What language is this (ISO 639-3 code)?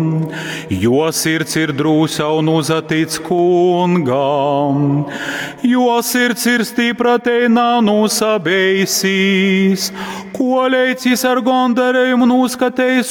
ltg